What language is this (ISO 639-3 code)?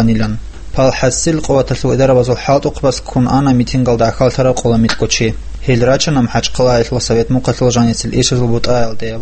ava